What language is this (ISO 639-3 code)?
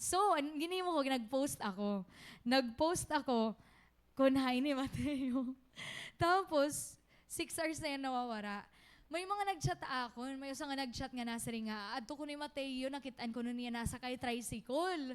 war